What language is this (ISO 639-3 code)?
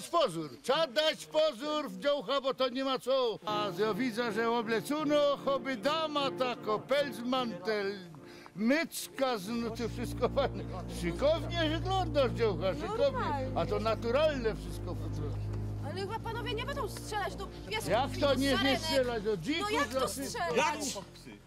szl